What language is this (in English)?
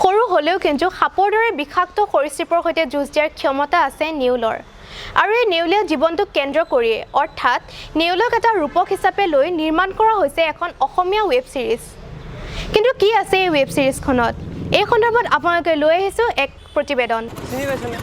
Assamese